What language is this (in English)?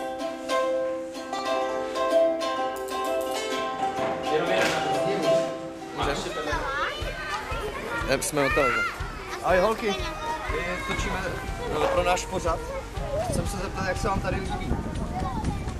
Czech